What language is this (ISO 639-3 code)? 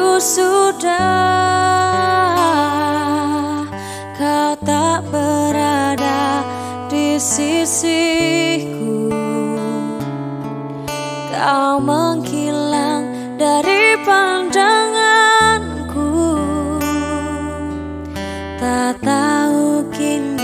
ind